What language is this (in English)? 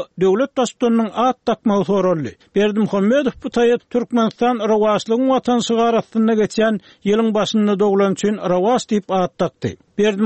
Turkmen